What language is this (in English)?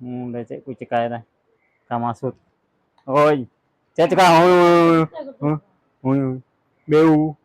Santali